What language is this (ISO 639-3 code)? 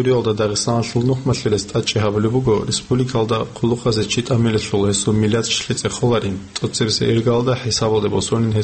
ava